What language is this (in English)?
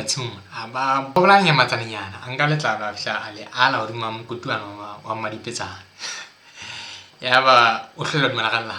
Southern Sotho